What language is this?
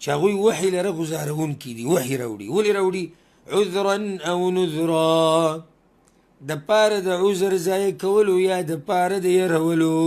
Pashto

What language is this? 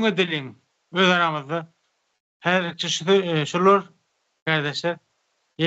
Turkmen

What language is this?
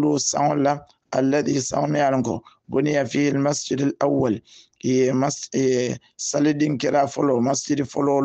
Hausa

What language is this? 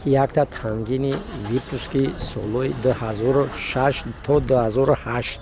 Tajik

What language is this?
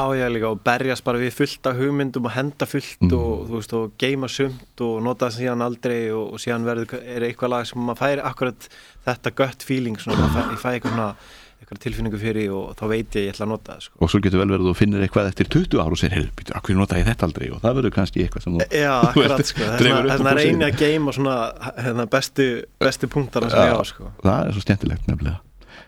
Icelandic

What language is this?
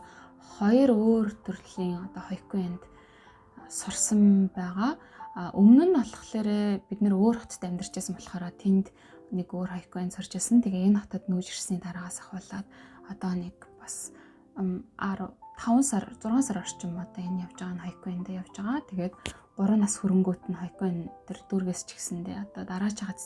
Mongolian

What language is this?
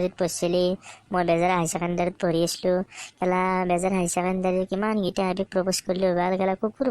Assamese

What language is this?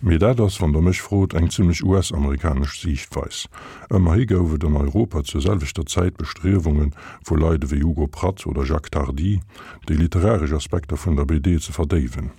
Luxembourgish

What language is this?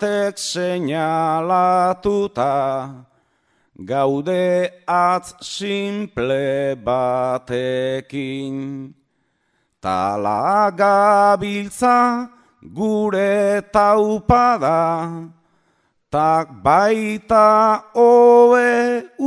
Basque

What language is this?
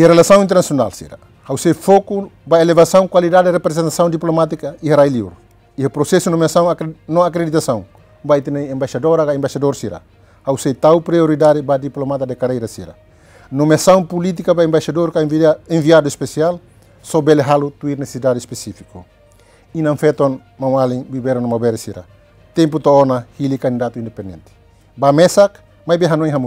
Tetum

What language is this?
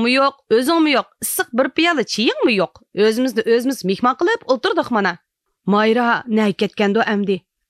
Uyghur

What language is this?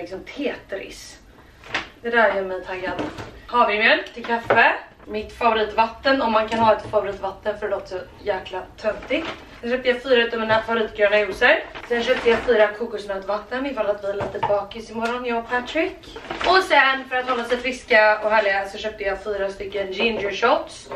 Swedish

